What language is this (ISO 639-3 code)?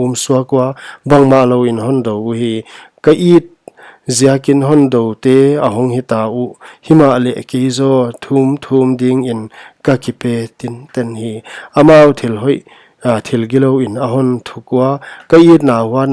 pck